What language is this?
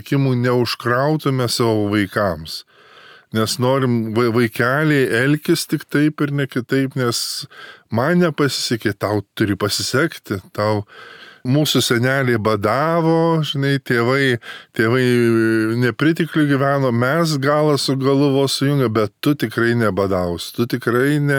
Lithuanian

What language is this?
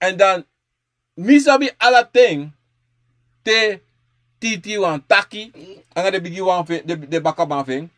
Sranan Tongo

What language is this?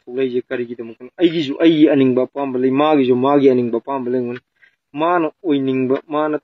Manipuri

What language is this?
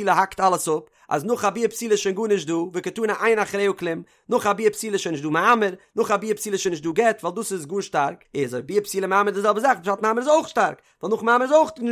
Yiddish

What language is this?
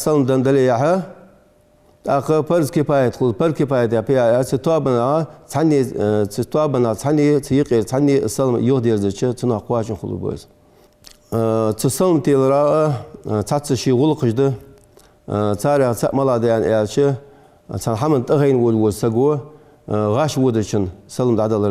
Ingush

